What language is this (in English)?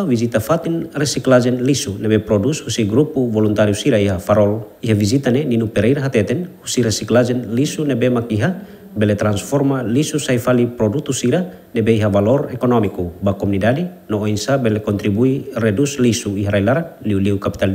Tetum